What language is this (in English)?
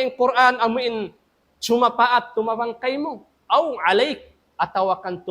Tausug